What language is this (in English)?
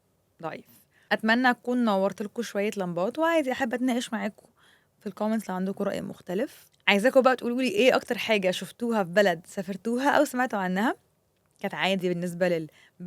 Egyptian Arabic